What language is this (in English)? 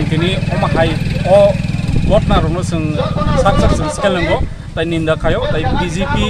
Kok Borok